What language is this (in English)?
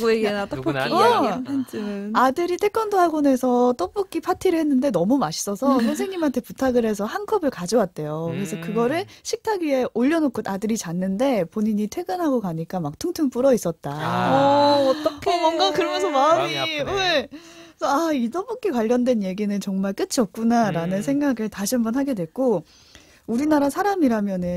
Korean